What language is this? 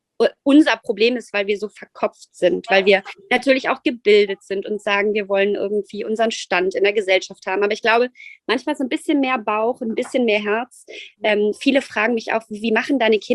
German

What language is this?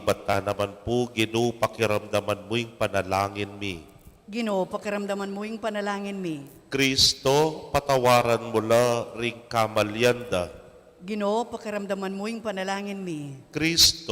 Pampanga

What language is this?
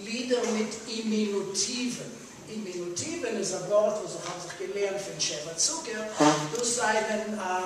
Yiddish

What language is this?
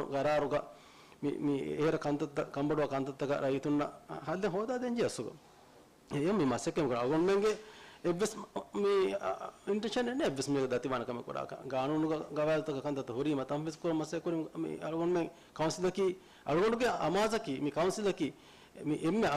Divehi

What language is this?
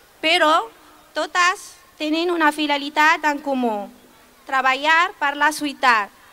Catalan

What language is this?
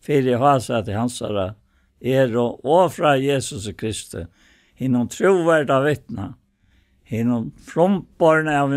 Faroese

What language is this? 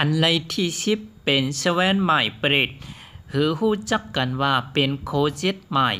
Shan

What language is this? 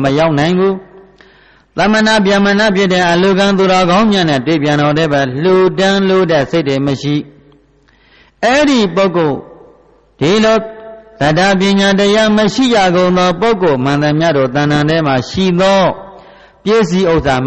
Burmese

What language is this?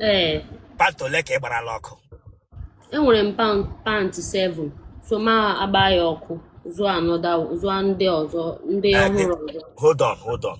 Igbo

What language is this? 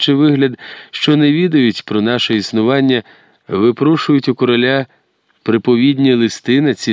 Ukrainian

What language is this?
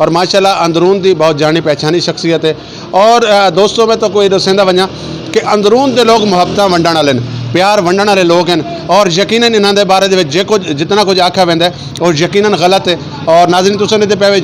Saraiki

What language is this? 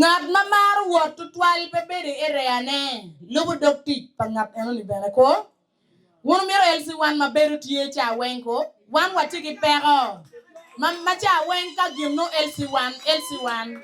Acoli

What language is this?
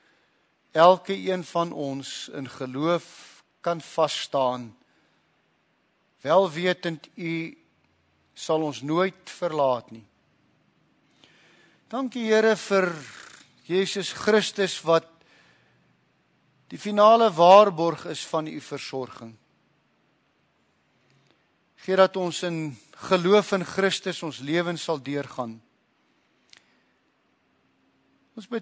Afrikaans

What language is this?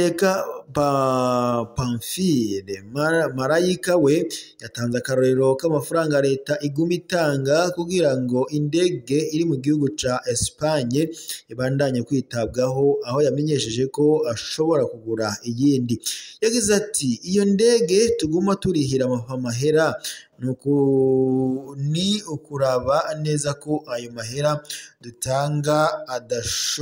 Rundi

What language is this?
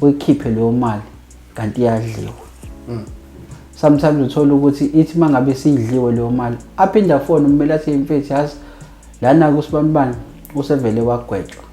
Zulu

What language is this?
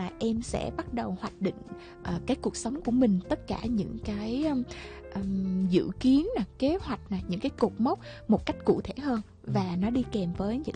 Vietnamese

